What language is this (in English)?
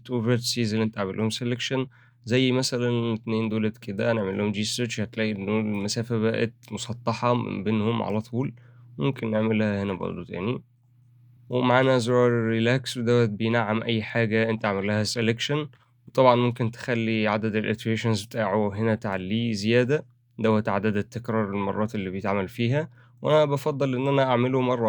Egyptian Arabic